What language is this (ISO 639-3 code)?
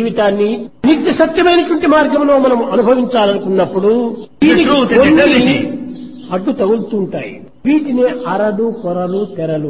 tel